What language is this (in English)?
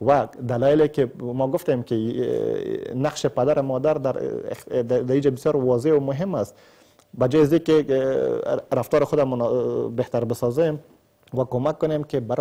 Persian